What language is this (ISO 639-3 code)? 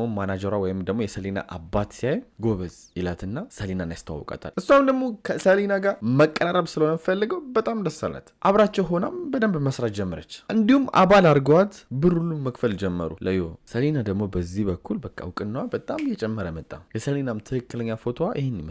amh